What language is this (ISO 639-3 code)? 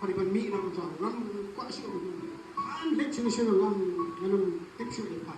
kha